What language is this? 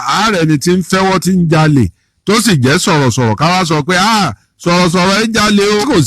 Yoruba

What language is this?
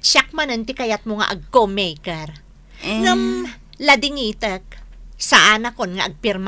Iloko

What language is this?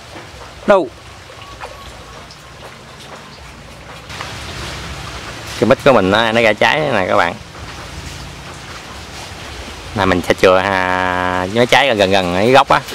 Vietnamese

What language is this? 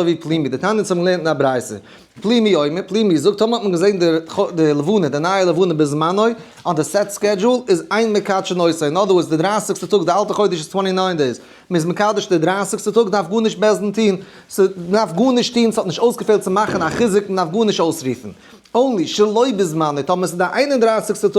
Yiddish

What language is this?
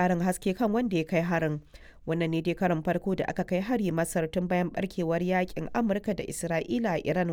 Hausa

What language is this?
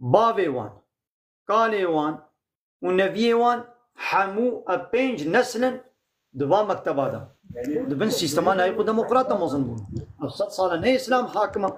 Kurdish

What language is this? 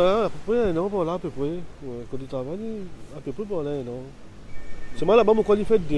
Morisyen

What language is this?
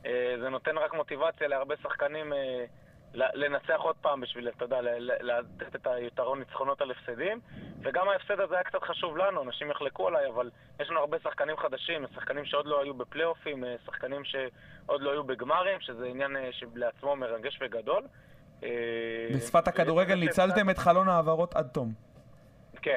Hebrew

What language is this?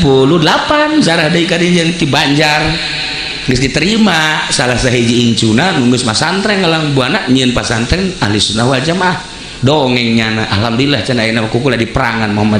Sundanese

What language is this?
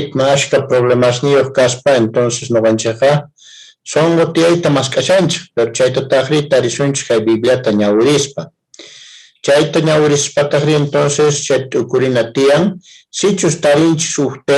South Bolivian Quechua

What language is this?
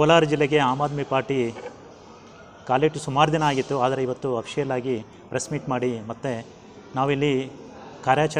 Kannada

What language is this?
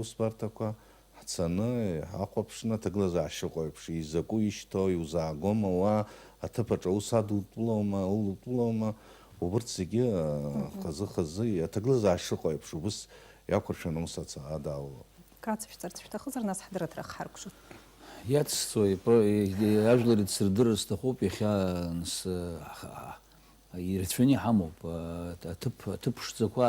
Abkhazian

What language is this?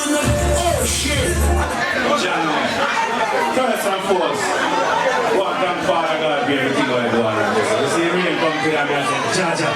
Jamaican Creole English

